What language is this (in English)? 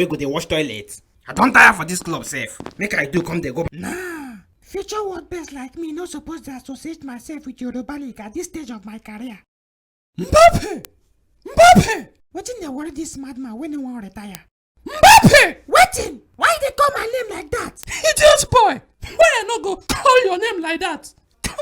Nigerian Pidgin